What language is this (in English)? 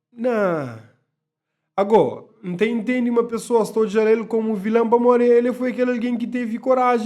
Kabuverdianu